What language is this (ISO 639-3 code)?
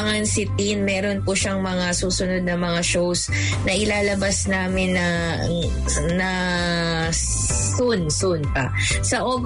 fil